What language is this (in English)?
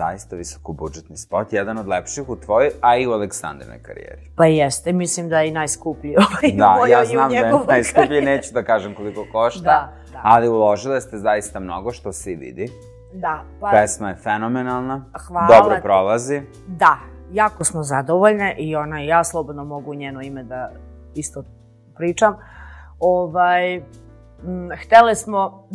Serbian